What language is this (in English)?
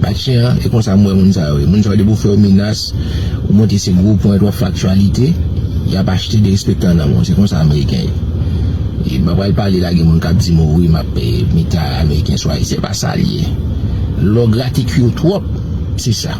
Haitian Creole